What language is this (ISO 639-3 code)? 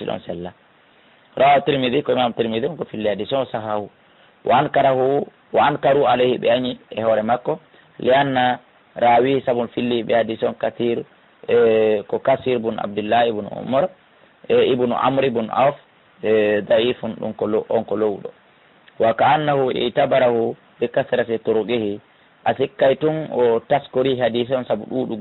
ful